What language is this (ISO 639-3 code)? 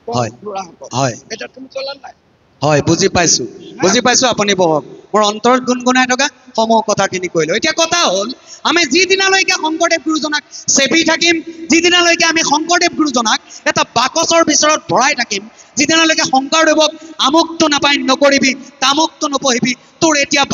asm